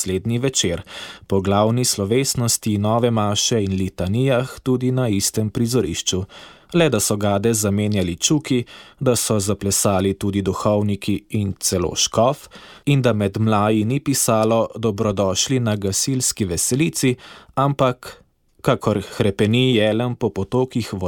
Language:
Slovenian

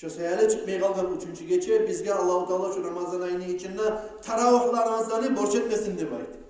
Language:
Kumyk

